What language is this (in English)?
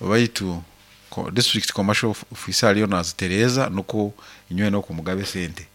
Nyoro